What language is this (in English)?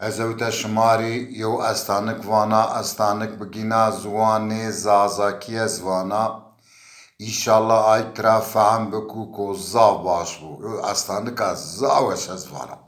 Zaza